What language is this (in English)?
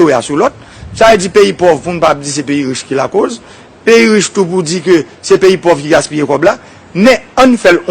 Haitian Creole